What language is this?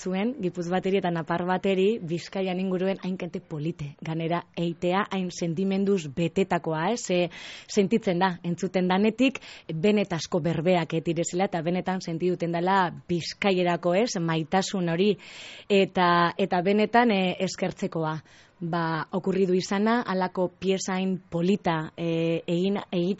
Basque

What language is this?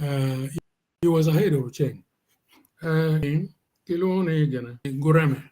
Acoli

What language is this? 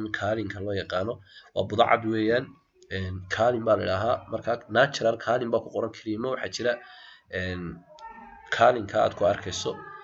Somali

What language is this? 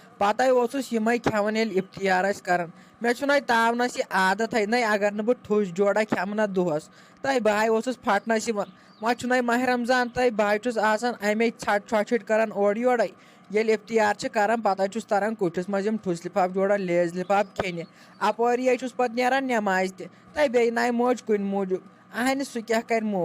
Kashmiri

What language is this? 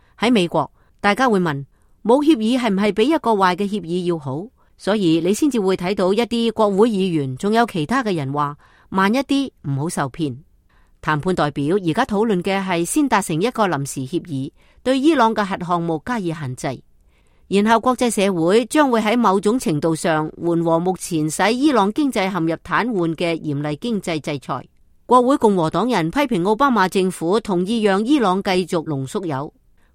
Cantonese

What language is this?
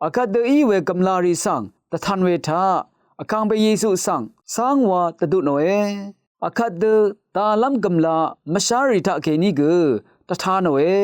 Rawang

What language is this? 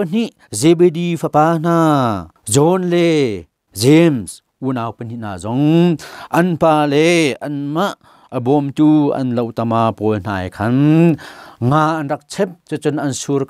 Hakha Chin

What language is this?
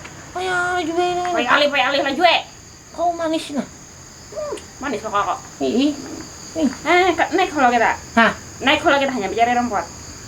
Banjar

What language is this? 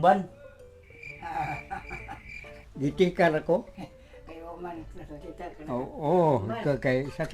Cebuano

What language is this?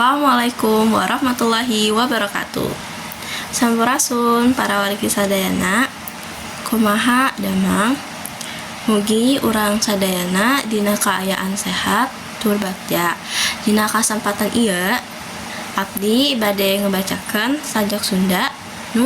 Sundanese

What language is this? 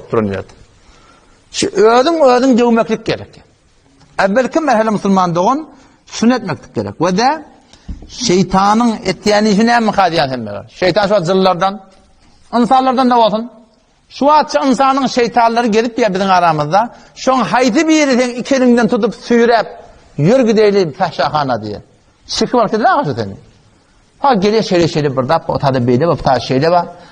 Turkmen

